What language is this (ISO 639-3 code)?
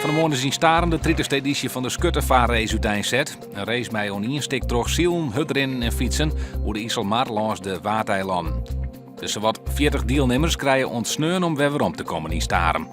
fry